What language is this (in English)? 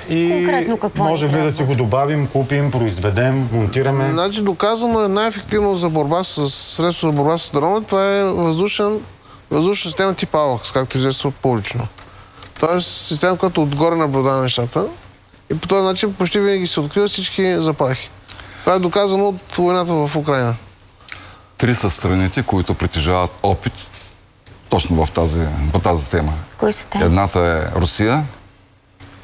Bulgarian